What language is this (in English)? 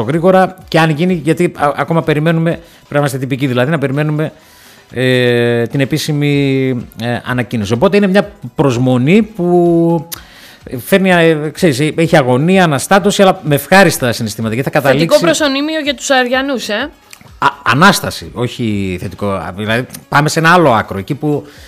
Greek